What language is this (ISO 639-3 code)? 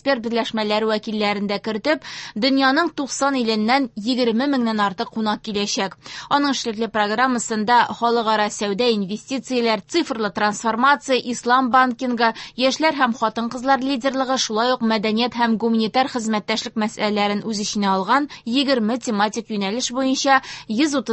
tat